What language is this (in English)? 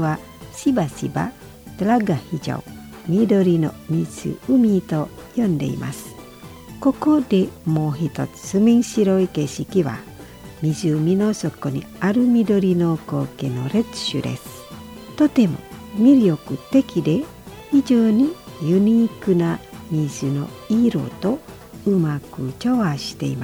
Japanese